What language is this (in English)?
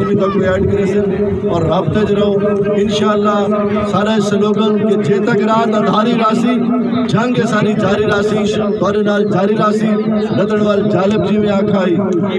Saraiki